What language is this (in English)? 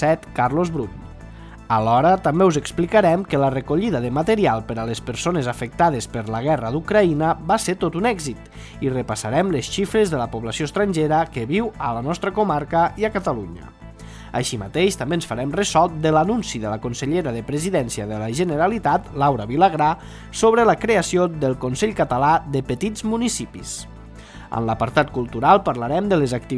Catalan